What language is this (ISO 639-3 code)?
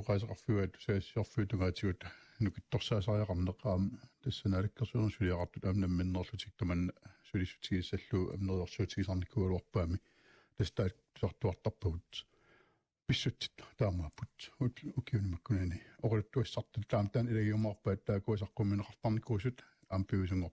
kal